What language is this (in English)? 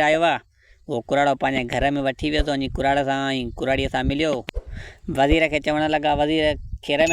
Sindhi